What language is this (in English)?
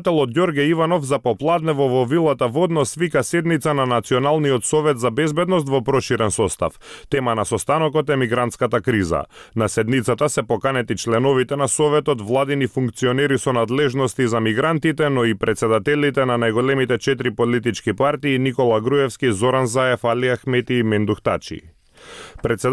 Macedonian